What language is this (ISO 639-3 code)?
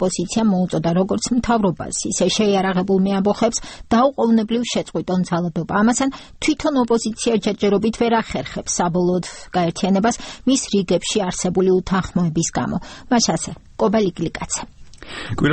kat